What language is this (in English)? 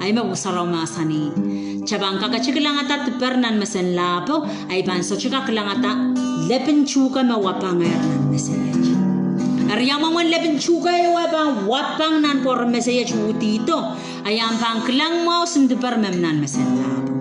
Pohnpeian